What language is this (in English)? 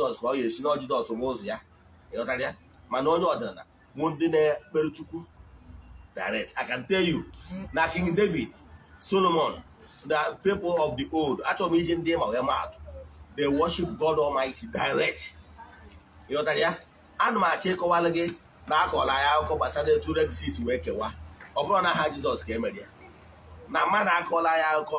Igbo